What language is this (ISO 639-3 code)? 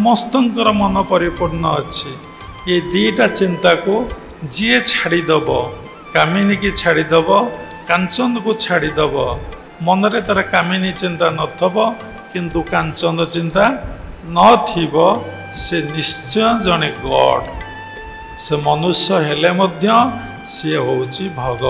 ori